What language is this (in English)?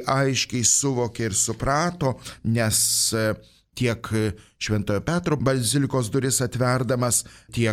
Lithuanian